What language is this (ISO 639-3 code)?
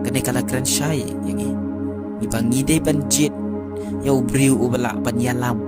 kha